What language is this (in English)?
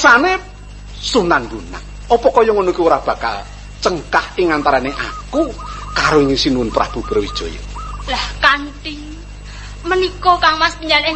Javanese